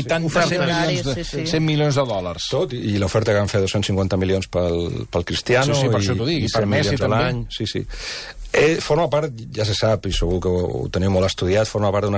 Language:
Catalan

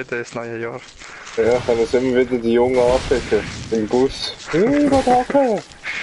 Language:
Swiss German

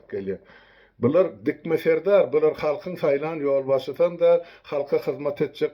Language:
Turkmen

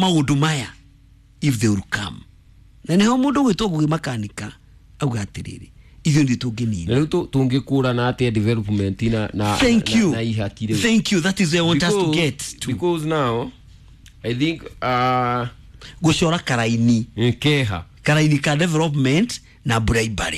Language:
Kikuyu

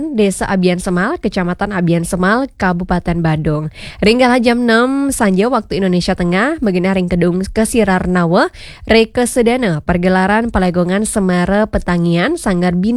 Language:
Balinese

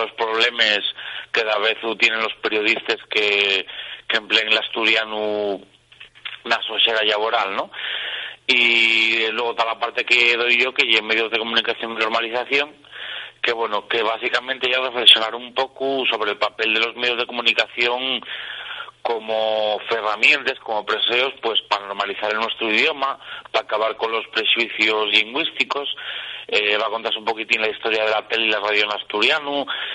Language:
Asturian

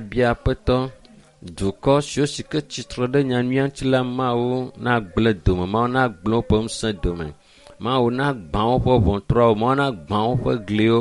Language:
Ewe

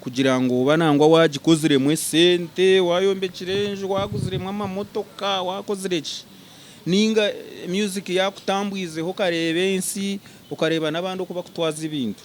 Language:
Nyankole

